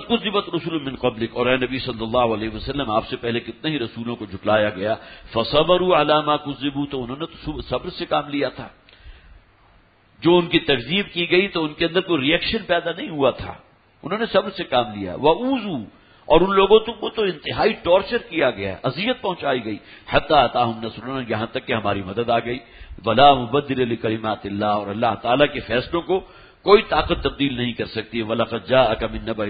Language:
Urdu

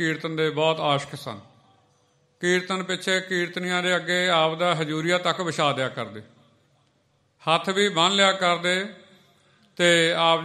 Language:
Punjabi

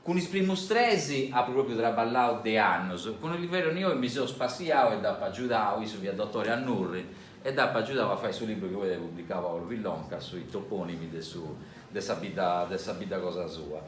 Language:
Sardinian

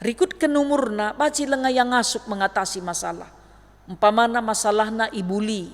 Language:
Batak Karo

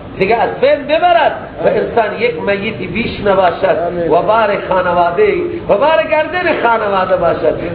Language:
Persian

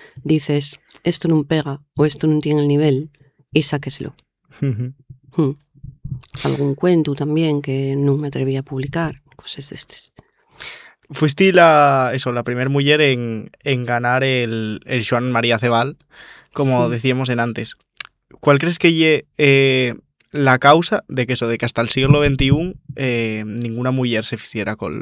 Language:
Asturian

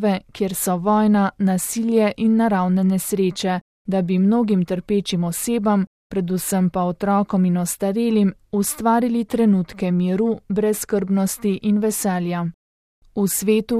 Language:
Slovenian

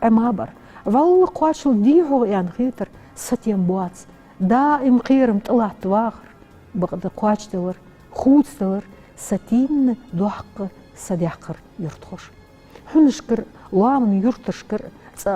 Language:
Ingush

